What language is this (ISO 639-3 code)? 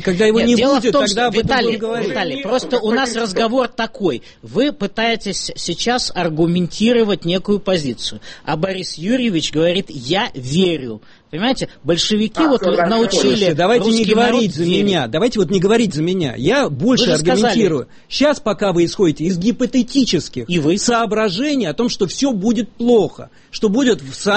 rus